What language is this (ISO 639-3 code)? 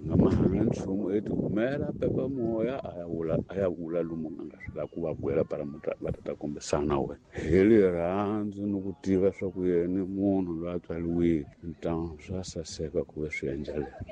tso